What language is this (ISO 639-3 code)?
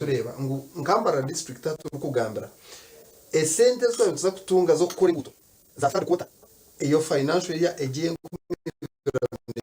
nyn